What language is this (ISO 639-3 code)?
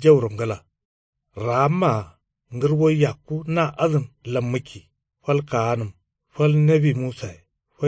kau